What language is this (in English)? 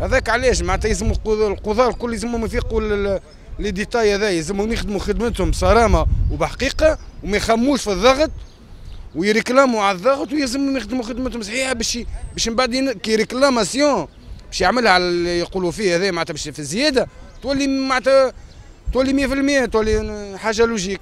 Tunisian Arabic